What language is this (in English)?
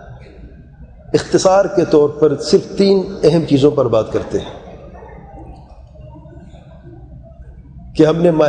Urdu